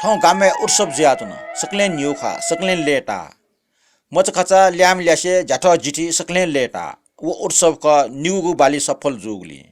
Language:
Newari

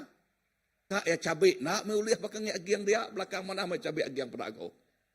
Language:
Iban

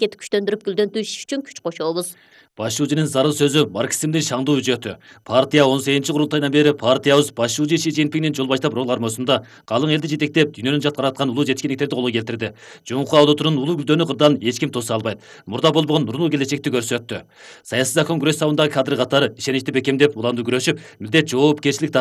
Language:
Kyrgyz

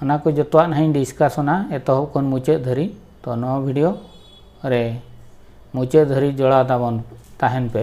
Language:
Santali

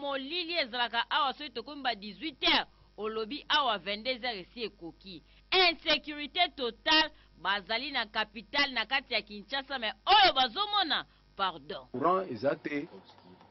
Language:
Lingala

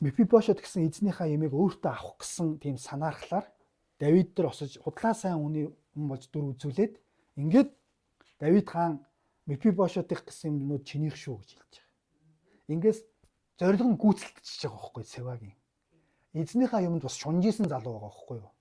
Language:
Mongolian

